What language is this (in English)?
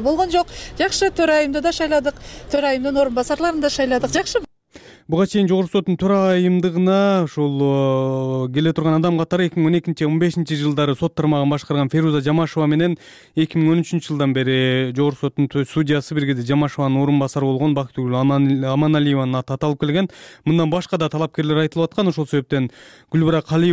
Kyrgyz